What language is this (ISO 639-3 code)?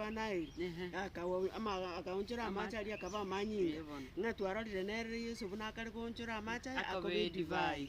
guz